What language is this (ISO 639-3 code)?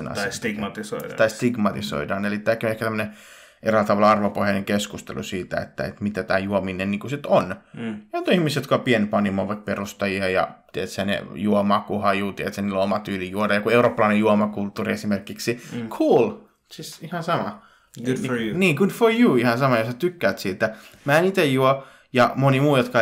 fin